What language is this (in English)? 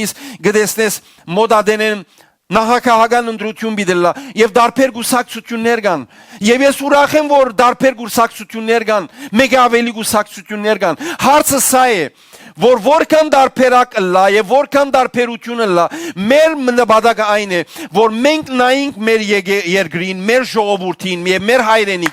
Western Armenian